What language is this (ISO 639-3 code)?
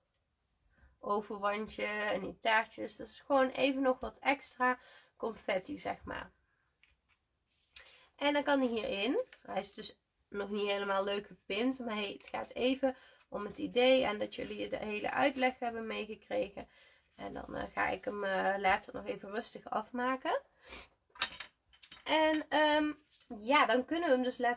nld